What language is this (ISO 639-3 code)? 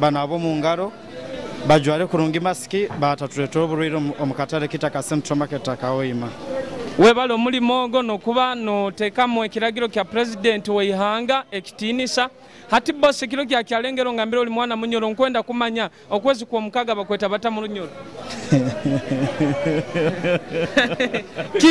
nyo